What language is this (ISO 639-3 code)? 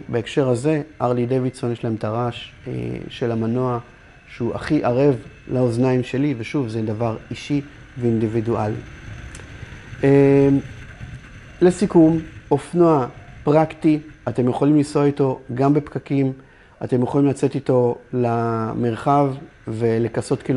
heb